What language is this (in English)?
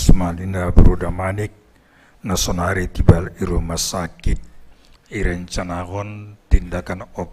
Batak Simalungun